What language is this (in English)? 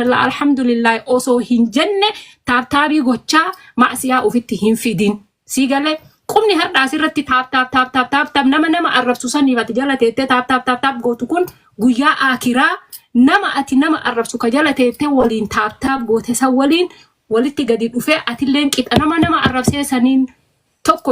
Oromo